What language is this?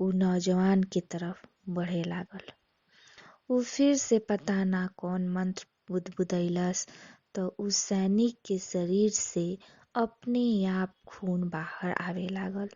Bhojpuri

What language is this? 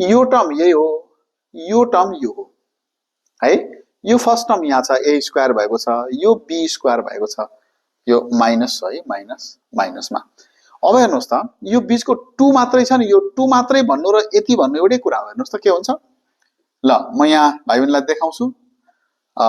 Nepali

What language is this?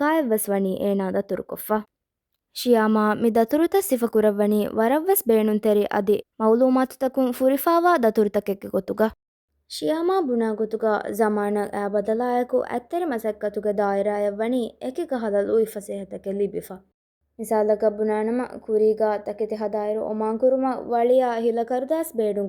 Divehi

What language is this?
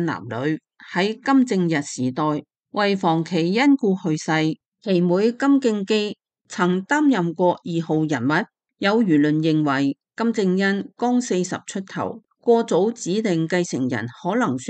Cantonese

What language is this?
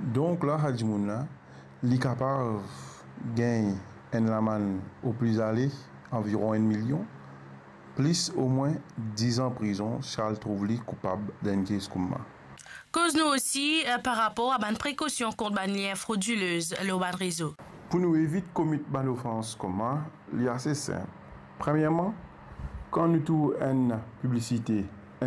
Morisyen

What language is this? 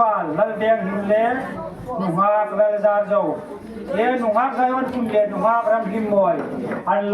Hmar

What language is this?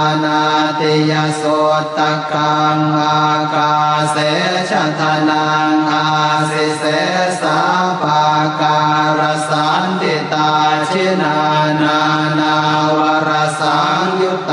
Pali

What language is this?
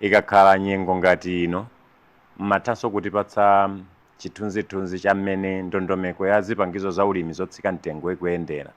Nyanja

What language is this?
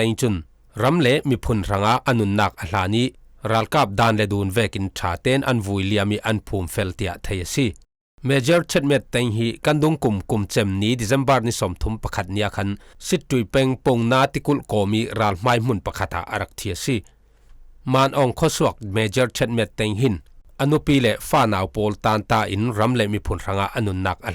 Falam Chin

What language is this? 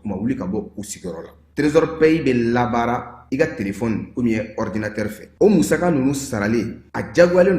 Bambara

